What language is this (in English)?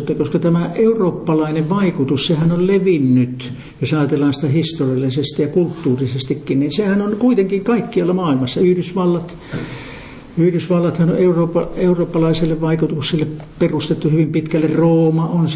Finnish